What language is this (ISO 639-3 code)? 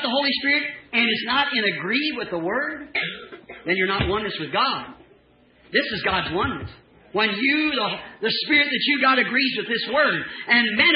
eng